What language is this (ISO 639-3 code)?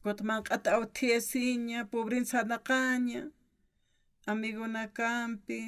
aym